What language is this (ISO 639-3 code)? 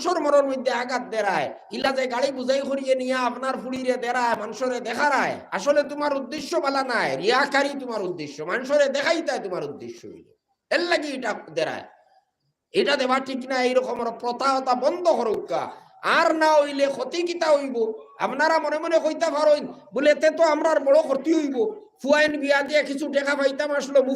syl